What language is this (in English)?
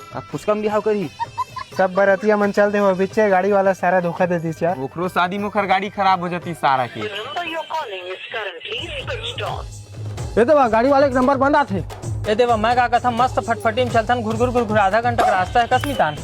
Chhattisgarhi